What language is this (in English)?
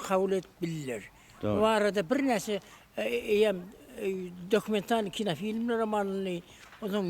Turkmen